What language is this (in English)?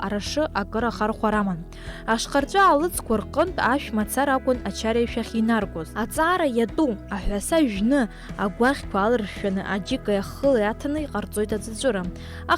Abkhazian